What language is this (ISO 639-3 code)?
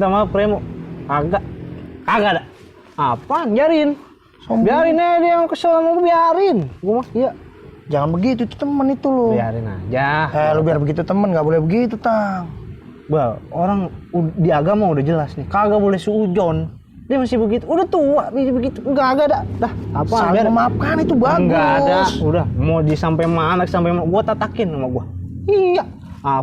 bew